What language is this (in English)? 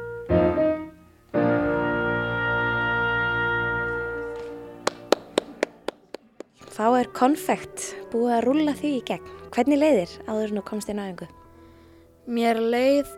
Icelandic